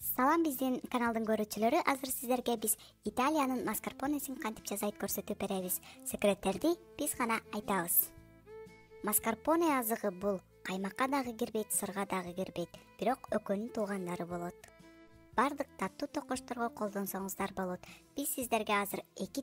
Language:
Kyrgyz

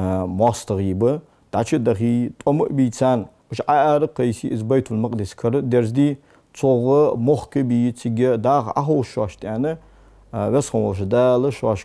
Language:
Ingush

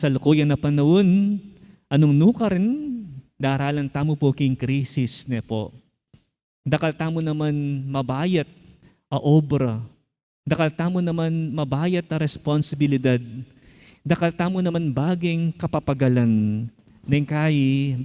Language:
Pampanga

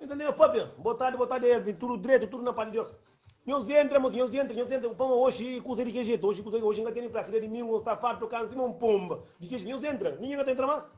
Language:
Kabuverdianu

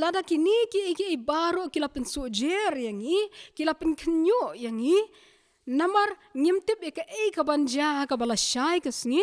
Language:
Khasi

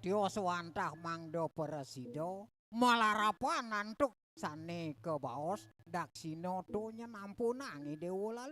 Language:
Balinese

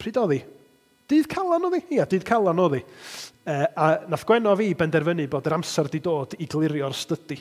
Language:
Welsh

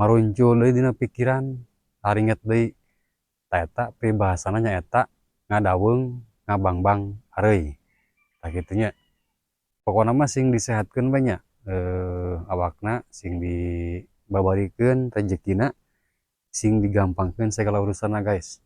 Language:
Sundanese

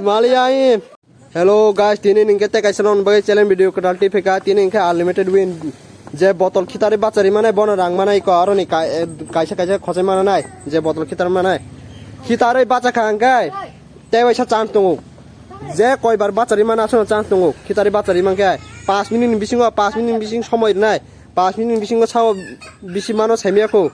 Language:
Kok Borok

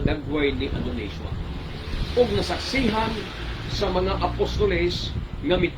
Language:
Cebuano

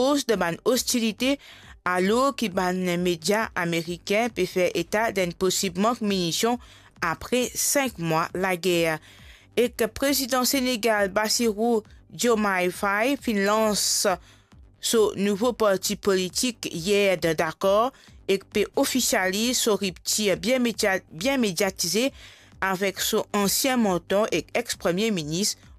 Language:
Morisyen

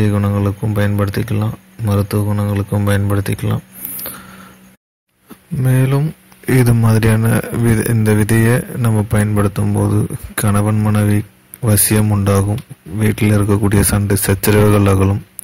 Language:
Tamil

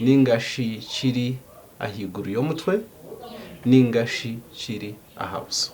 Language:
Nyankole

